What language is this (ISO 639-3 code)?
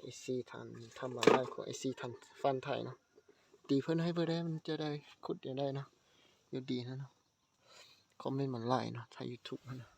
lao